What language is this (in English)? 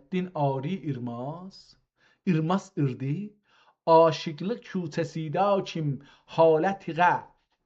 South Azerbaijani